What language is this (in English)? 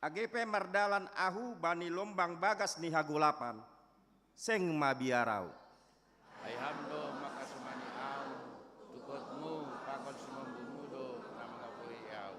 Batak Simalungun